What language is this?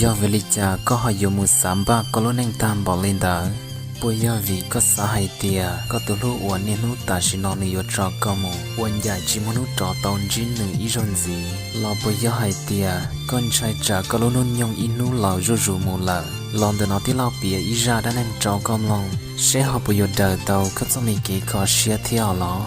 Hmong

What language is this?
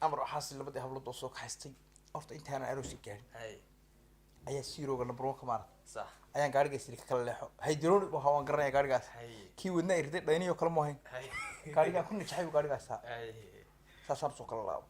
Somali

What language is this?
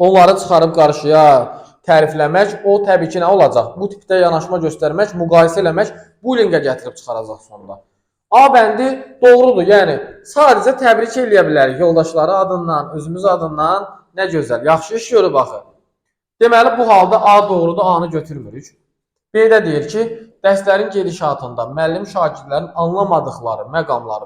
Azerbaijani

